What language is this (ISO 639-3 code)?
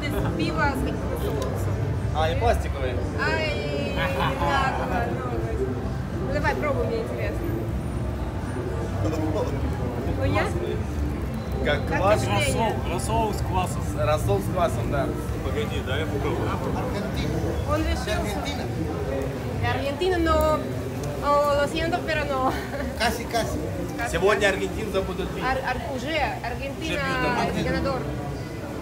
rus